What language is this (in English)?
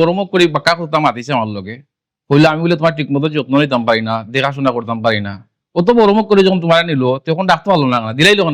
Sylheti